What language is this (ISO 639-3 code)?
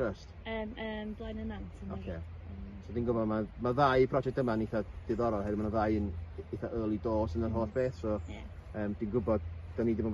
cym